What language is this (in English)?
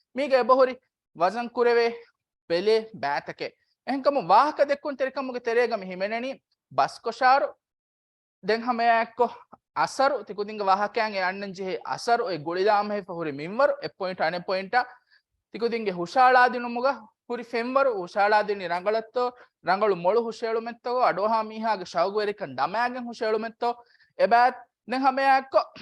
Divehi